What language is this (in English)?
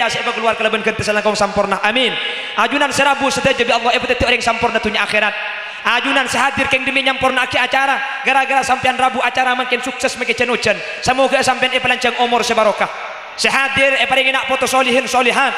Madurese